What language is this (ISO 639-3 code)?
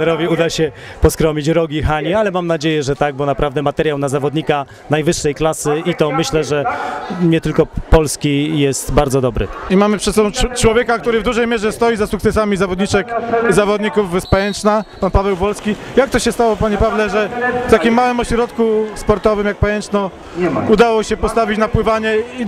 pol